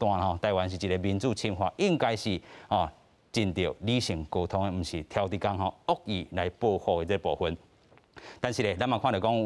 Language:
Min Nan Chinese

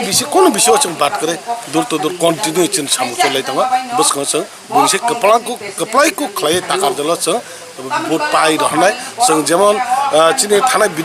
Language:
Kok Borok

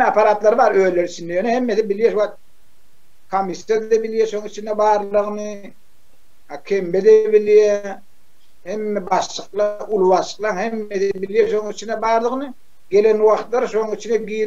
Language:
Turkmen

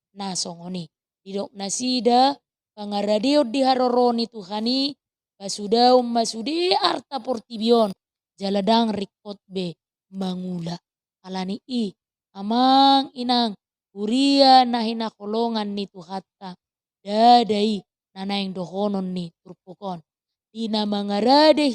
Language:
Batak Toba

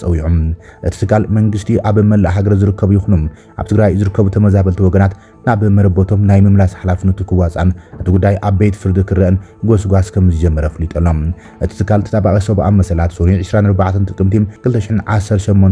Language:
Tigrinya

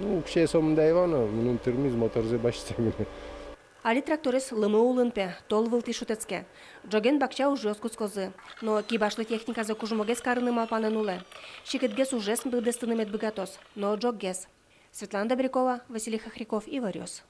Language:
Udmurt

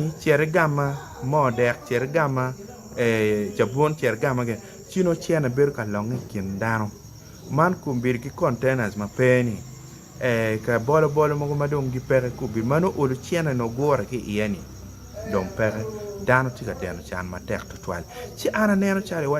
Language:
Acoli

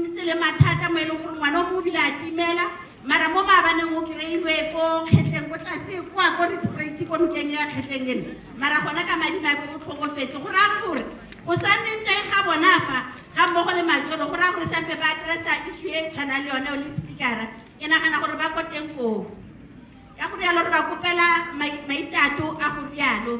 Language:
Tswana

